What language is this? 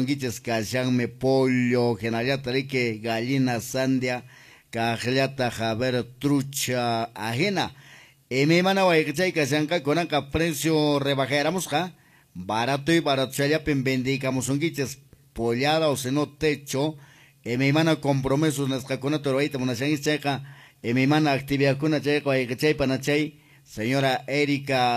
Quechua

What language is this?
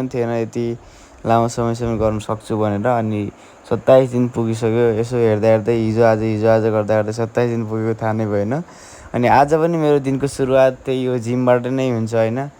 Nepali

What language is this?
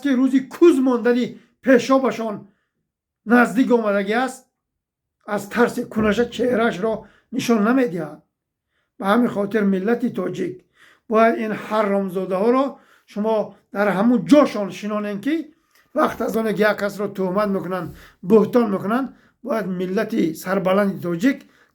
Tajik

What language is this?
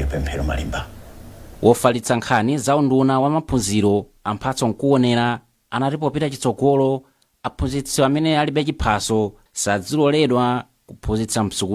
Nyanja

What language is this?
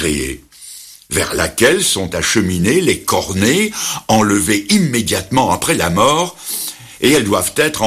French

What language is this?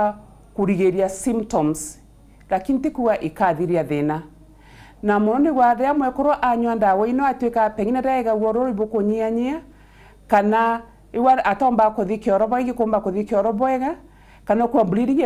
Meru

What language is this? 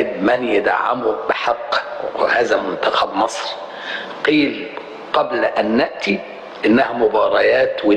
Egyptian Arabic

